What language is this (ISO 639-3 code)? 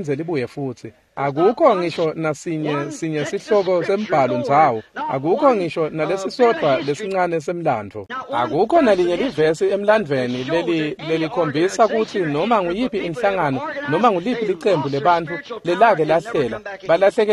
ssw